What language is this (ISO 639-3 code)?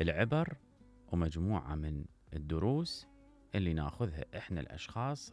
acm